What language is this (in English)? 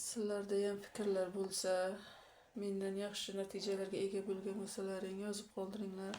Uzbek